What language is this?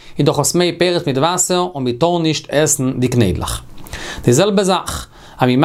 Yiddish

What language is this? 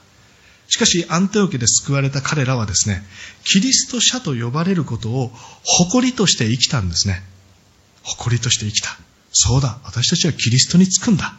Japanese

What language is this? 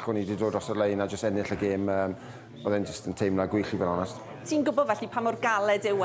Welsh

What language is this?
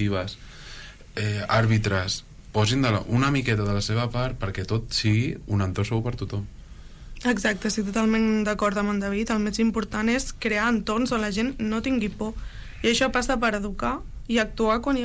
Catalan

